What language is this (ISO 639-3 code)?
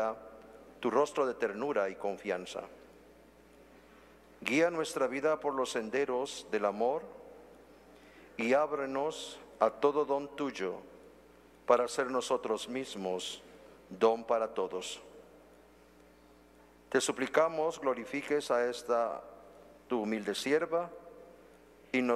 spa